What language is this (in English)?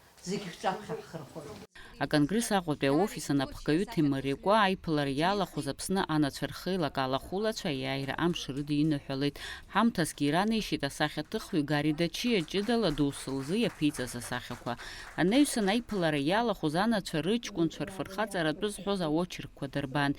Abkhazian